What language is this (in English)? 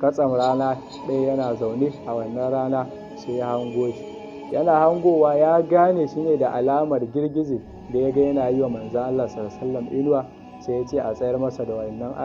Hausa